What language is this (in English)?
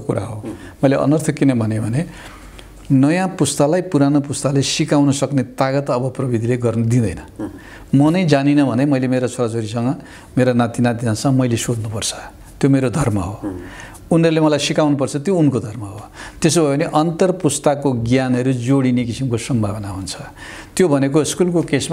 Nepali